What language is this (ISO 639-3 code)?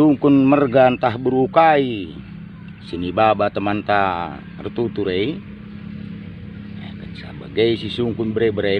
btx